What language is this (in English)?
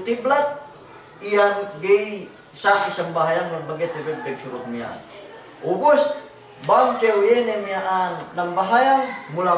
Yakan